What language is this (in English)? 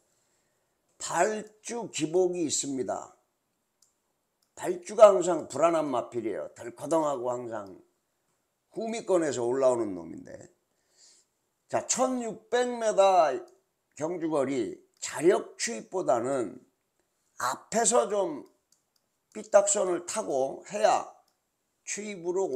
Korean